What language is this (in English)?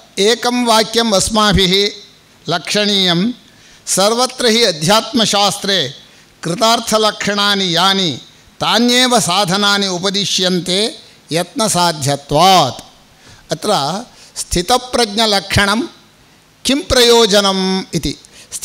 Sanskrit